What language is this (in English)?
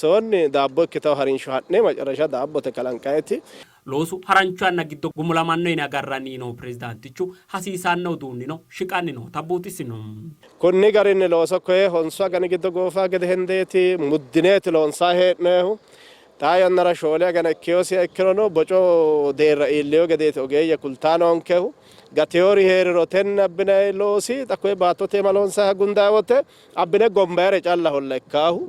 Sidamo